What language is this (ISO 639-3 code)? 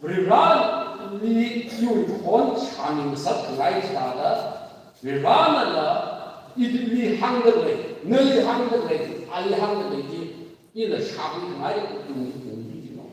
nmf